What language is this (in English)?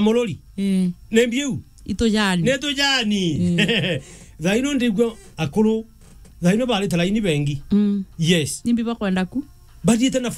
Meru